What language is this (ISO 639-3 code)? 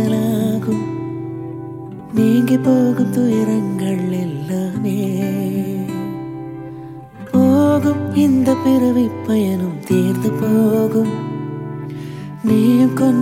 tam